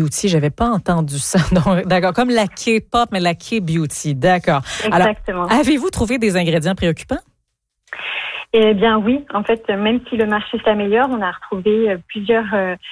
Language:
French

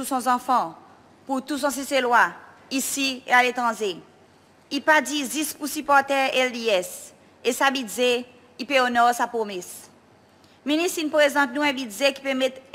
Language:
Seselwa Creole French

